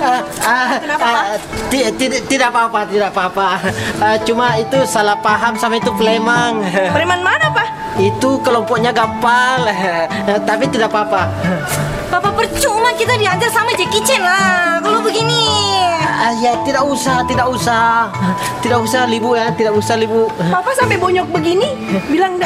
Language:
Makassar Malay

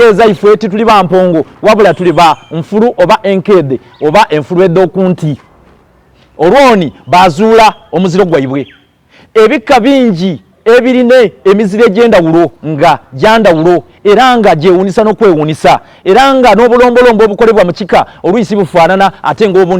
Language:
Soga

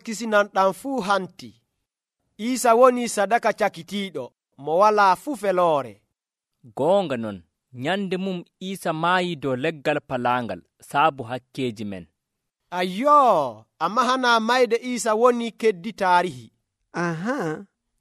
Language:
Nigerian Fulfulde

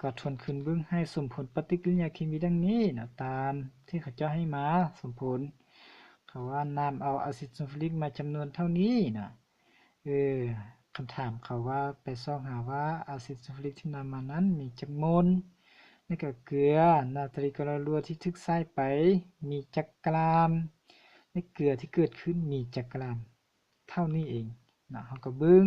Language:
Lao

